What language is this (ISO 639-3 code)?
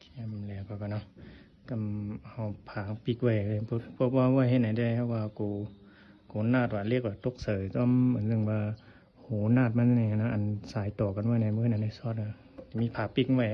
shn